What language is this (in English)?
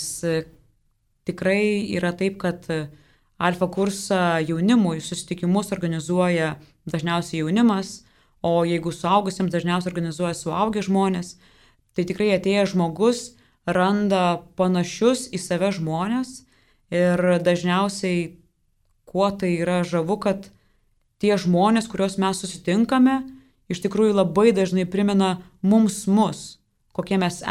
Lithuanian